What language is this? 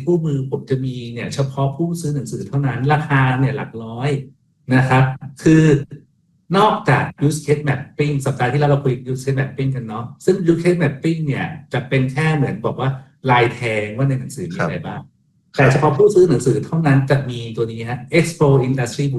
Thai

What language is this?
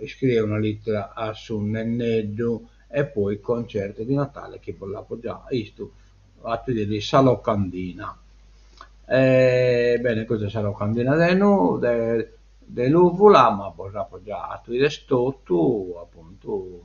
Sardinian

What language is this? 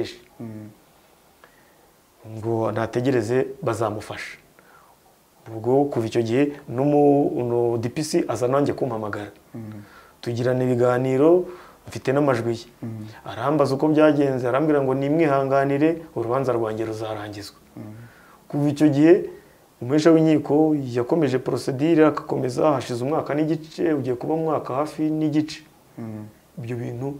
Kinyarwanda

